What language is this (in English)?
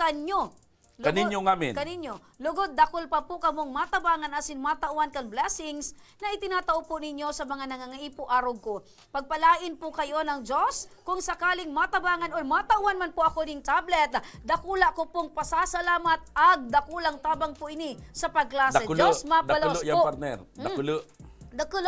Bikol